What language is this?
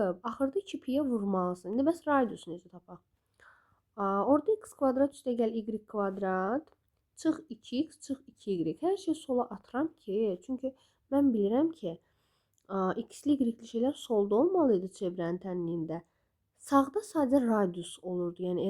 Azerbaijani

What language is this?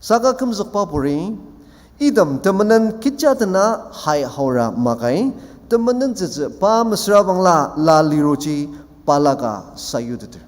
Ao Naga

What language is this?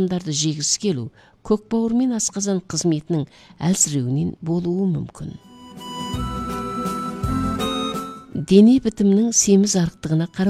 Kazakh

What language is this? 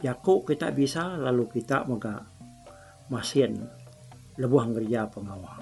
Iban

